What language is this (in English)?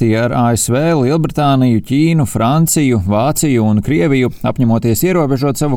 Latvian